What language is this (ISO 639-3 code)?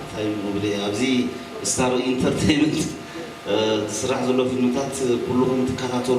tir